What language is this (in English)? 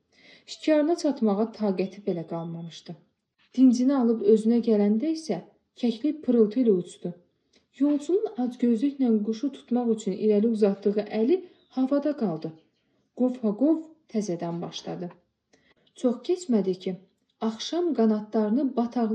Azerbaijani